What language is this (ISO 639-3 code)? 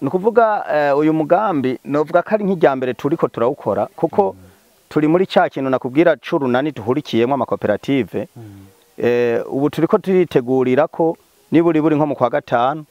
run